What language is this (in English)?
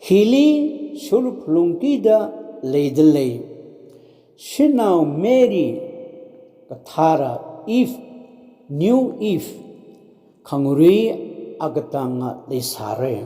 Tangkhul Naga (India)